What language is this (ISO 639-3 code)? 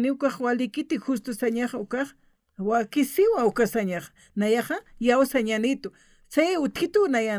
aym